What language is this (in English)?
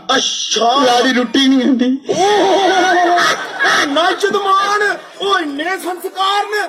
Dogri